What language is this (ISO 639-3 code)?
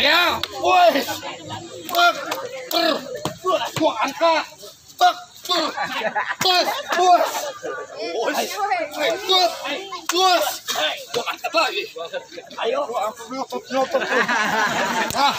bew